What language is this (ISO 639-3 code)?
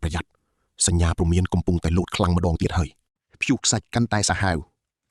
khm